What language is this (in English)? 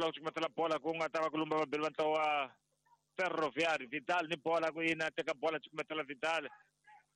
Tsonga